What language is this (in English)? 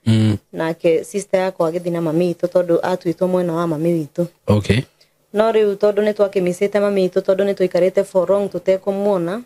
Kikuyu